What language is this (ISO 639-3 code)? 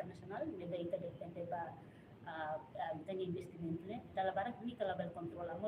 tet